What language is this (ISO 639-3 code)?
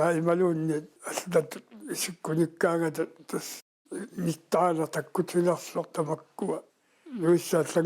kal